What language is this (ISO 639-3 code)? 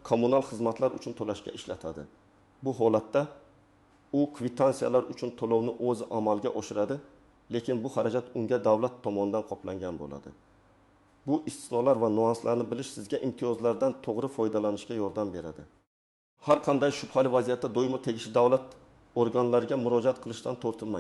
uzb